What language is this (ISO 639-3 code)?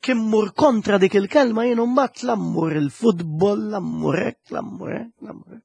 mlt